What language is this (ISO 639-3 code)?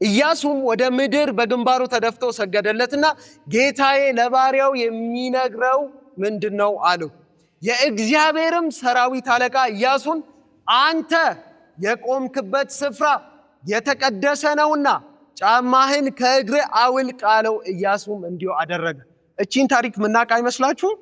amh